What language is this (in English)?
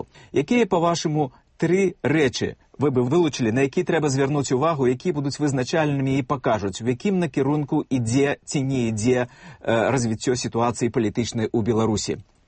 Belarusian